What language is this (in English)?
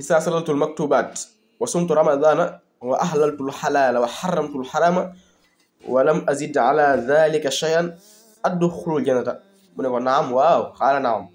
Wolof